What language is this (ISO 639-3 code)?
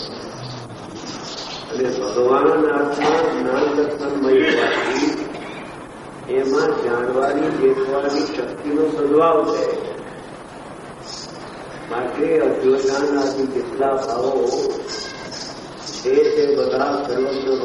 guj